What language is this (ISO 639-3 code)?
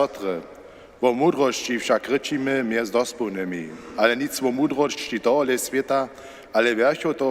hsb